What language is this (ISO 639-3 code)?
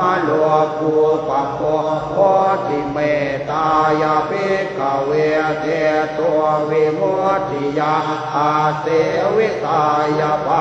pli